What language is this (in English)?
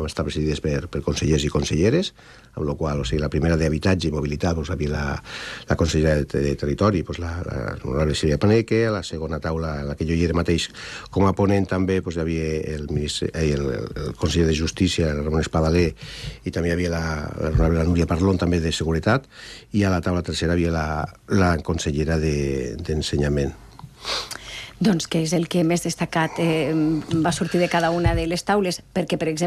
Catalan